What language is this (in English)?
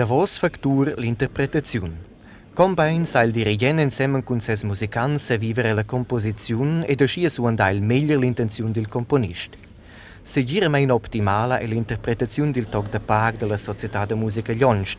Romansh